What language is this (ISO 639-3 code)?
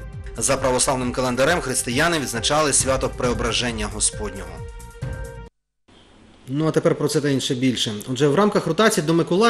ukr